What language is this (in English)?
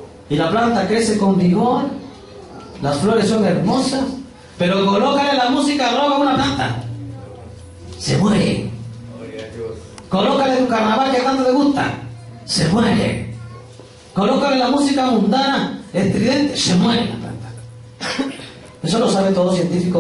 Spanish